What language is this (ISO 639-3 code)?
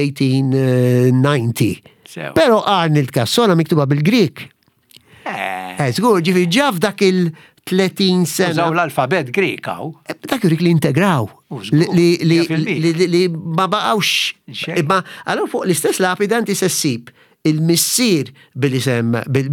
mlt